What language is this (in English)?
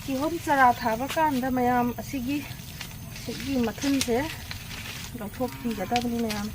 Manipuri